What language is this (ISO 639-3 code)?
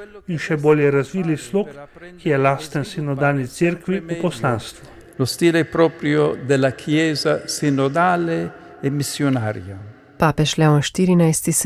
slv